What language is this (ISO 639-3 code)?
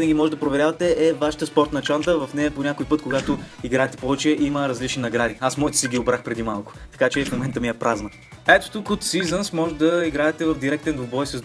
bul